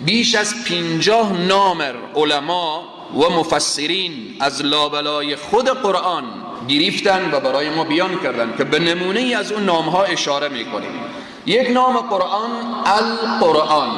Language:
Persian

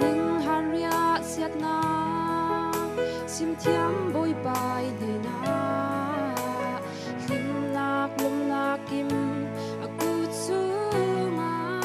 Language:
Falam Chin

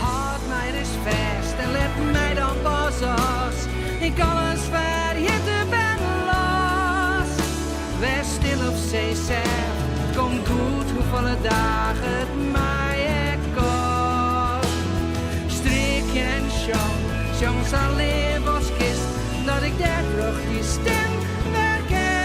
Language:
Western Frisian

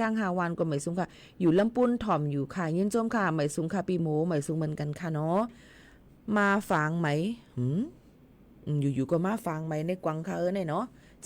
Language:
Shan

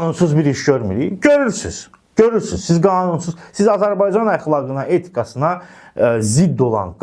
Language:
Azerbaijani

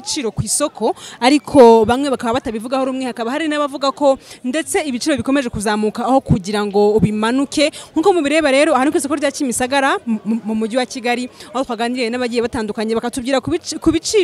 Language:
Kinyarwanda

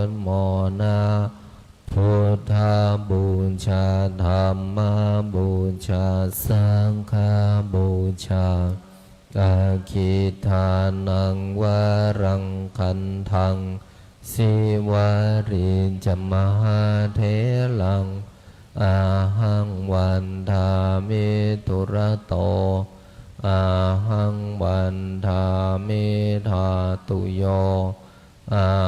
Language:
Pali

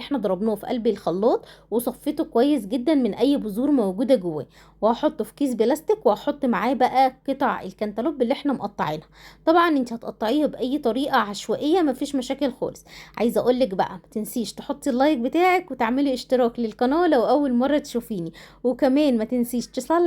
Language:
Egyptian Arabic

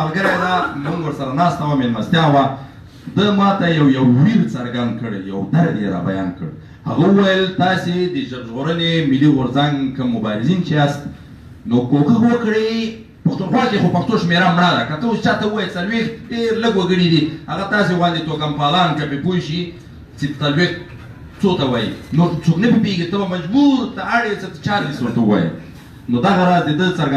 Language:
Pashto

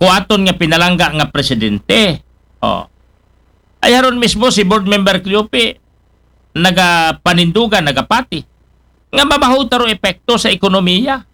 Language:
Aklanon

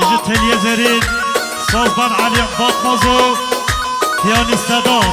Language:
Kurdish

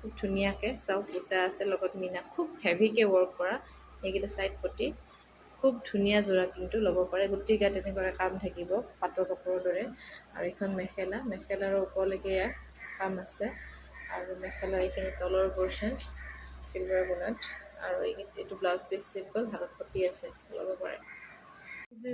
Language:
Assamese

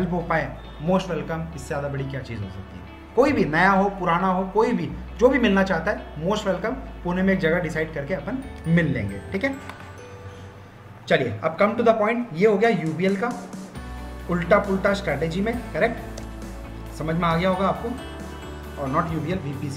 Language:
Hindi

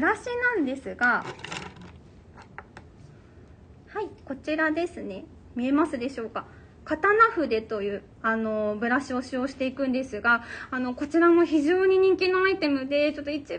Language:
Japanese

